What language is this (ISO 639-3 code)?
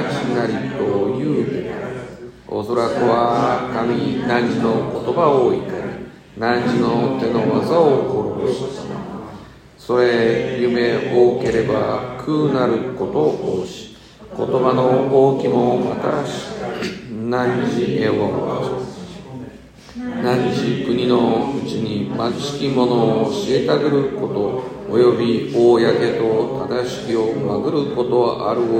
jpn